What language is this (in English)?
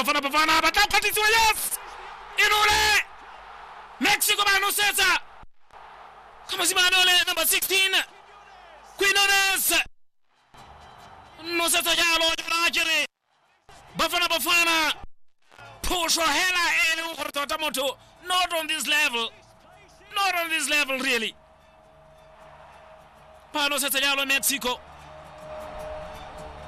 Tswana